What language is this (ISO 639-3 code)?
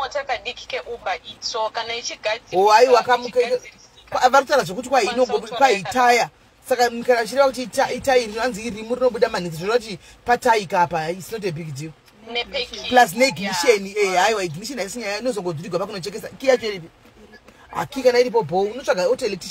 sna